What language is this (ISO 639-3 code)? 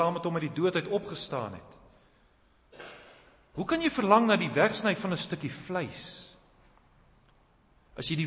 afr